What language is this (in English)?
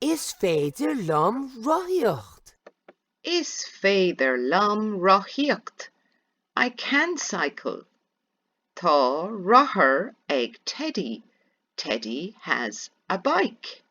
Irish